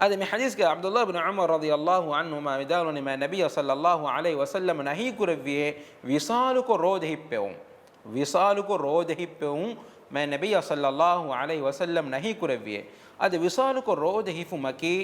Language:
Divehi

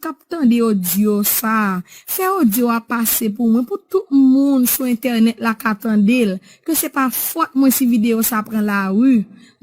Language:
Haitian Creole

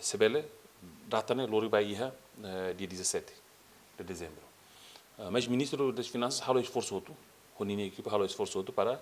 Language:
Tetum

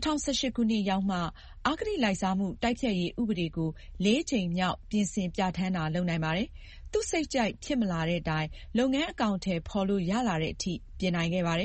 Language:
Burmese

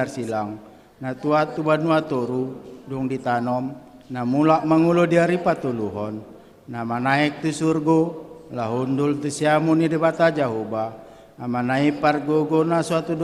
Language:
Batak Toba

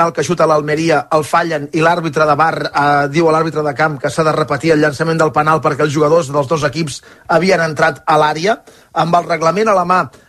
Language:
Catalan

